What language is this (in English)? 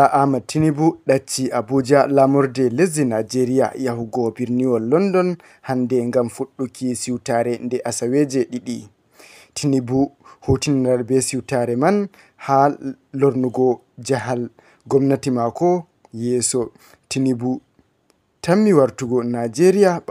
Fula